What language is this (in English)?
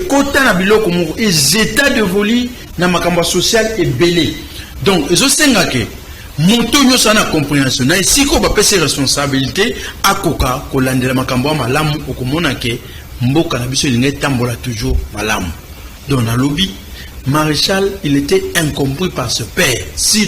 Lingala